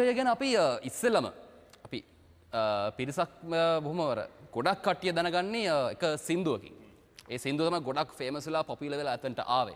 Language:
Sinhala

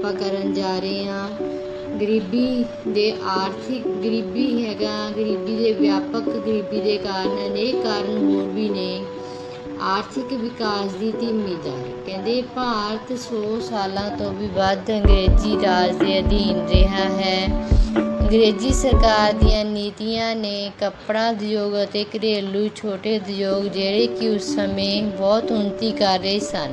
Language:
Punjabi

